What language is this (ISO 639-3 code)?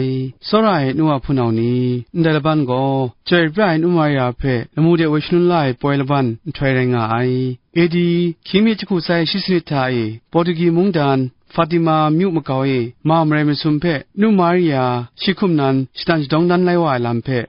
kac